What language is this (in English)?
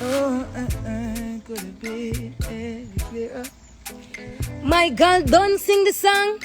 Jamaican Creole English